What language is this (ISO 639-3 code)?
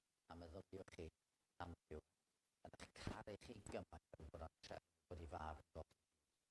cym